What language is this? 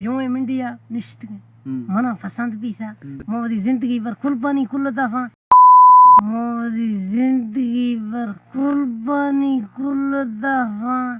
Baluchi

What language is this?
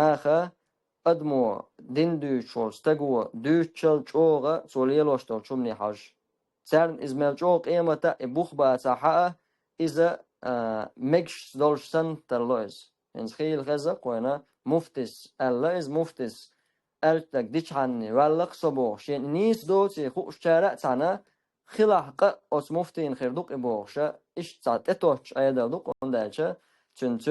Chechen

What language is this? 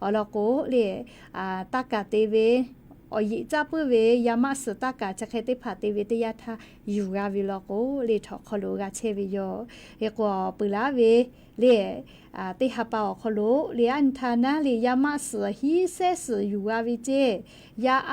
Lahu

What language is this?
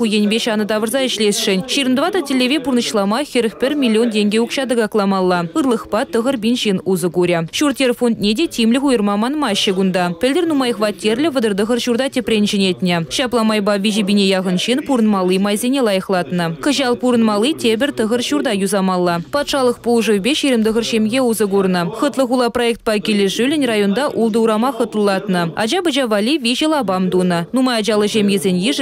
Chuvash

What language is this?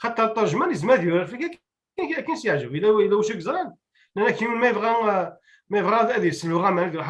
Kabyle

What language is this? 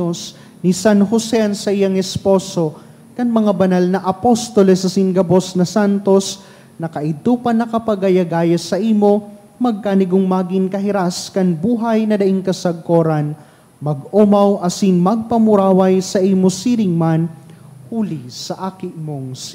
Bikol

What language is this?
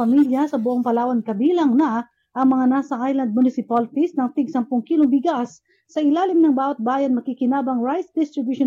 Filipino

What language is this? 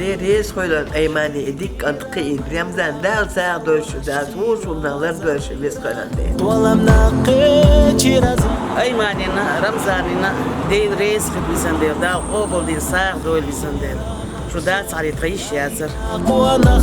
Chechen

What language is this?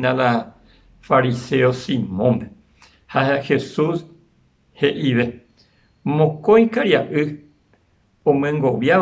Guarani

